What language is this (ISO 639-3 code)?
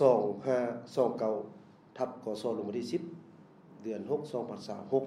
lao